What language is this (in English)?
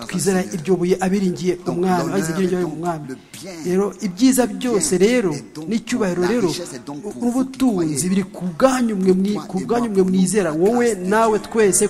Kinyarwanda